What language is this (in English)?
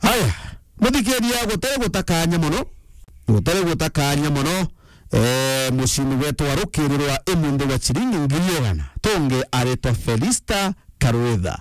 Meru